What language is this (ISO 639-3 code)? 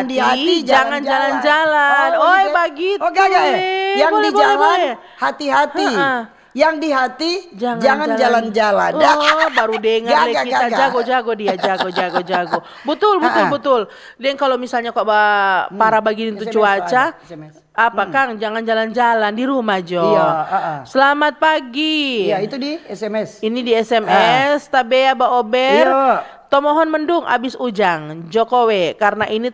xmm